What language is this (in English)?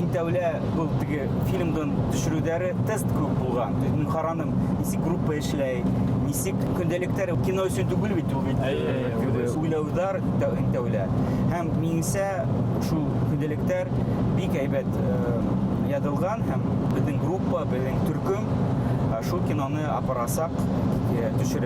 Bashkir